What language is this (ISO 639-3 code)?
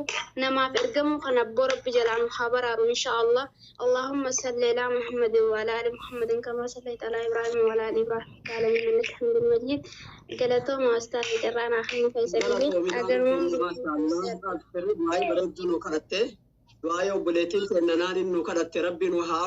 orm